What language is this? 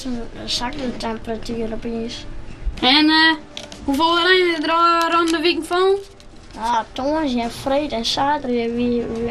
Western Frisian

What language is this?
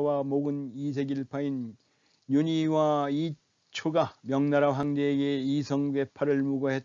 Korean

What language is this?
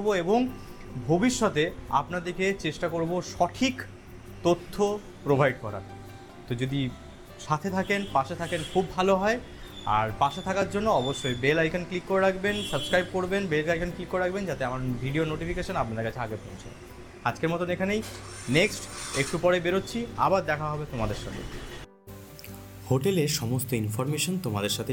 Bangla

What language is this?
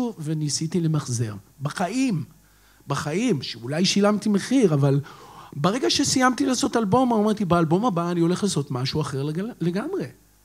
Hebrew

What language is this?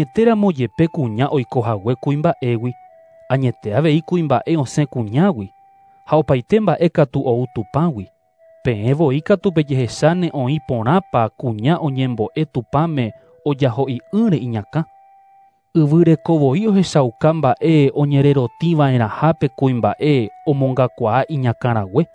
Guarani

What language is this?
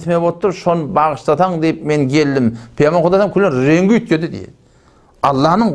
Turkmen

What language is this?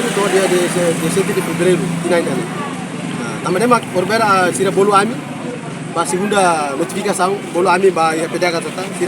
Tetum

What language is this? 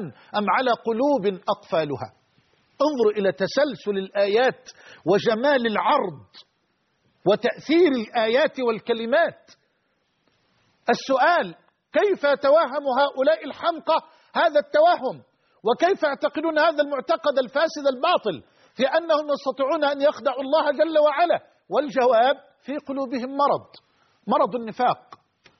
Arabic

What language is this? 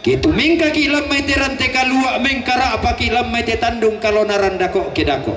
Toraja-Sa'dan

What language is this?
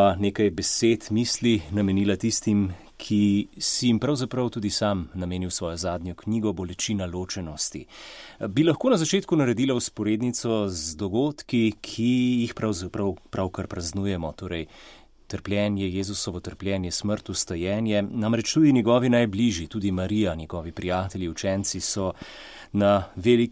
Slovenian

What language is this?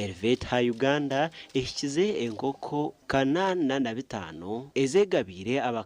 Nyankole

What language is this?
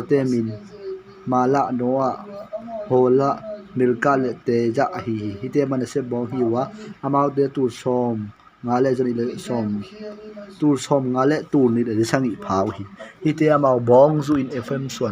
Tedim Chin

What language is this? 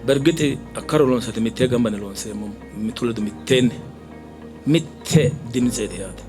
Sidamo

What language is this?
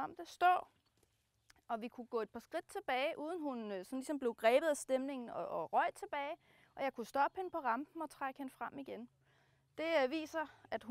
Danish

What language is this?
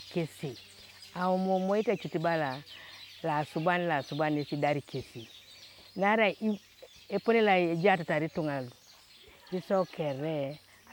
Teso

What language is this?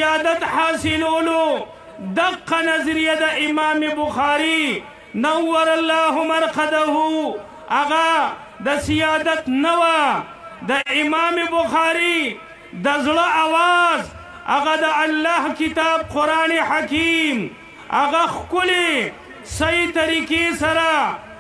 Pashto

